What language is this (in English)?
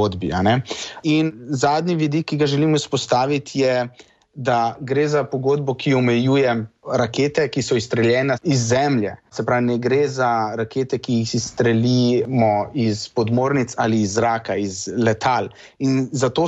Slovenian